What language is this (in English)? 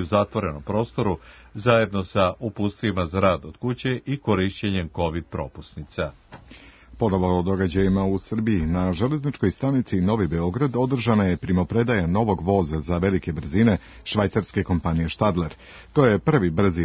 Serbian